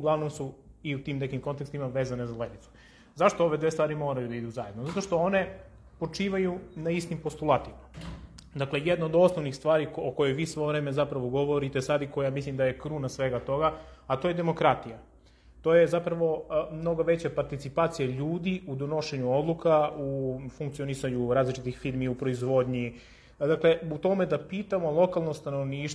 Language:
Serbian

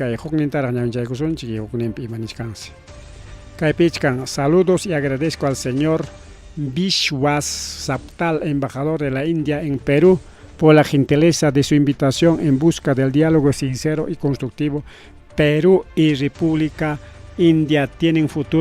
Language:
Ayacucho Quechua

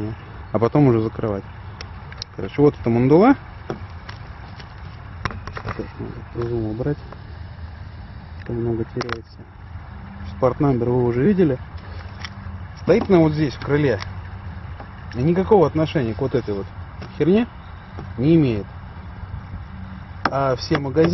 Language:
Russian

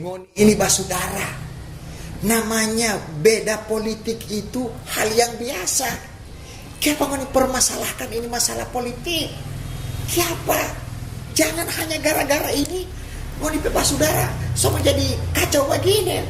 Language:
Manado Malay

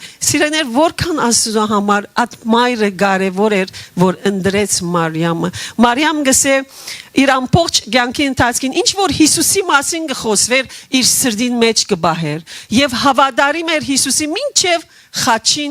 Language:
Western Armenian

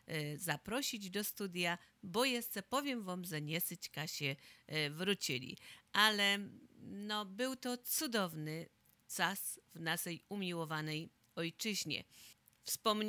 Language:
Polish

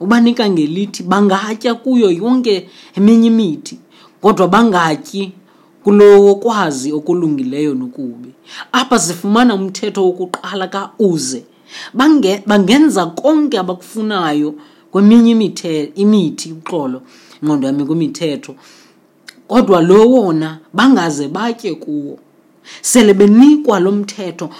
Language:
Xhosa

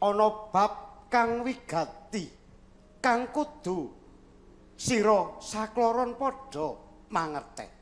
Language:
Javanese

